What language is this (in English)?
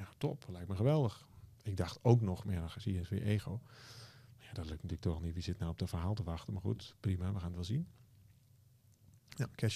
Dutch